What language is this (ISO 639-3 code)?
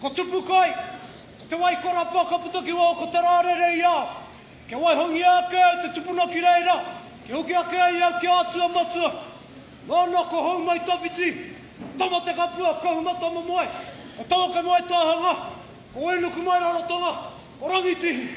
mri